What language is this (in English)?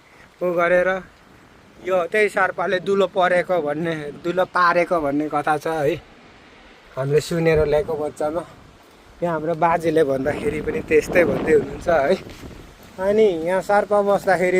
Nepali